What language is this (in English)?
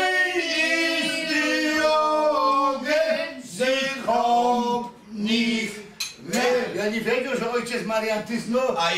Silesian